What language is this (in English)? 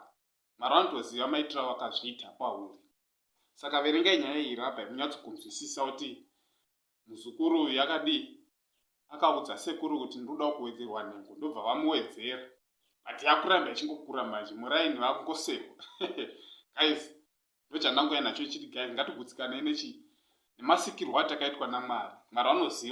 Shona